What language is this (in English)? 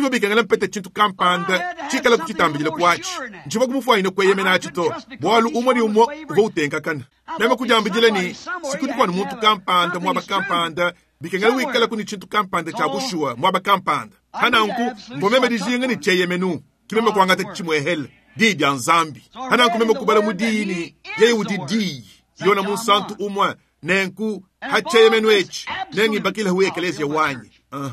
Luba-Lulua